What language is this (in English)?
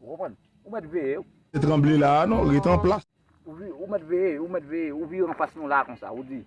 Haitian Creole